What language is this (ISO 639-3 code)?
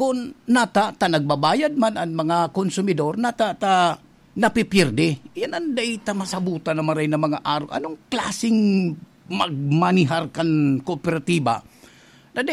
bik